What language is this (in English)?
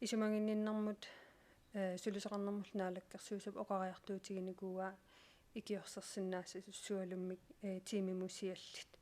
Kalaallisut